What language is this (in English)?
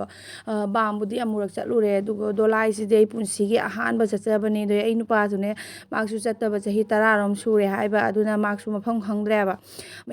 Manipuri